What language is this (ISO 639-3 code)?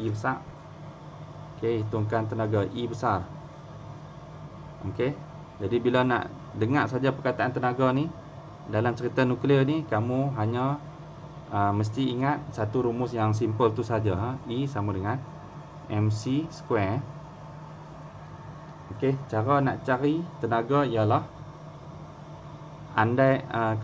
msa